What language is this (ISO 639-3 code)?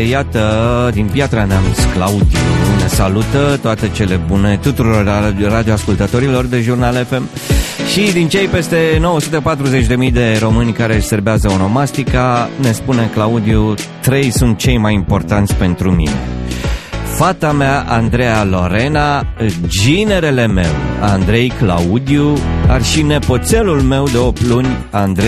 ron